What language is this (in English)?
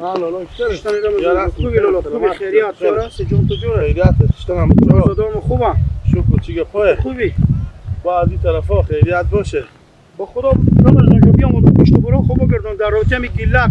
Hazaragi